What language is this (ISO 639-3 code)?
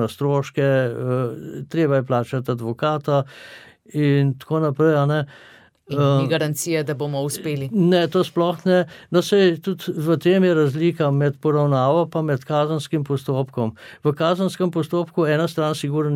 slv